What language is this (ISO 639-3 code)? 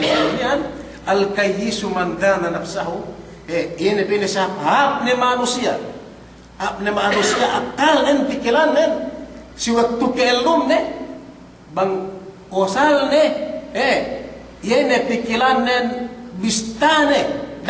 yka